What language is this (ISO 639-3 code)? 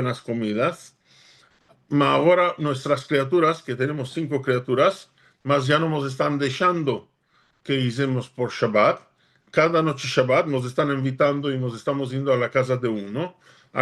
lad